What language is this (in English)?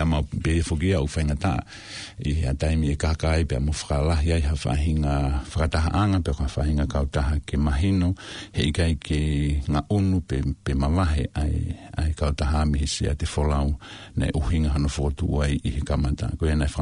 Tongan